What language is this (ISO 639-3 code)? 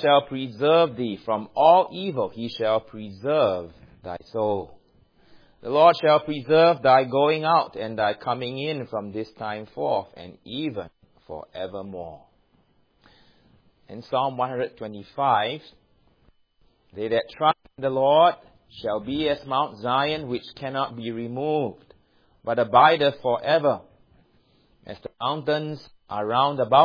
eng